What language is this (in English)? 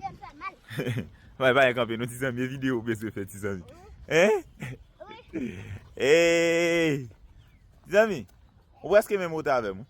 Haitian Creole